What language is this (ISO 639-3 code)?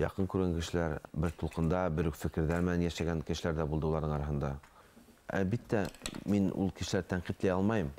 bak